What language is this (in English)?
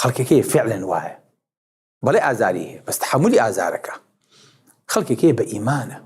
Central Kurdish